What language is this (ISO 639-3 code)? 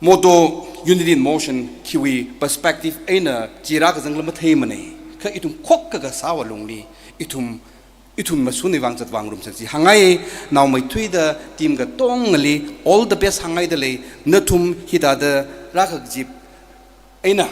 nmf